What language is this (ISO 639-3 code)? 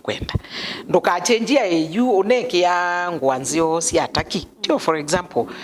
kam